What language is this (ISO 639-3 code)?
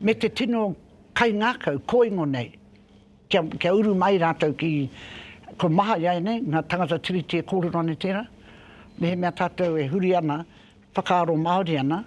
mri